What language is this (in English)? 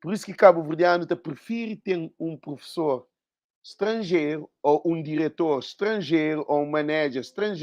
Kabuverdianu